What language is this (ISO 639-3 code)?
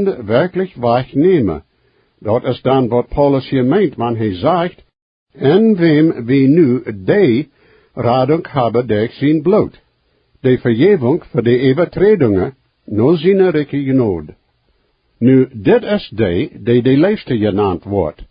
pdt